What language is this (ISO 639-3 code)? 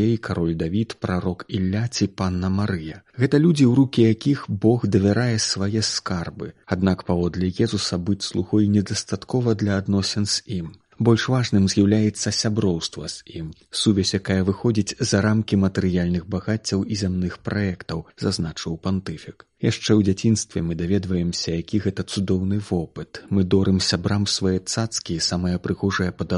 bel